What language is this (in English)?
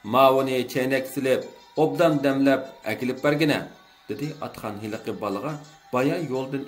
Uyghur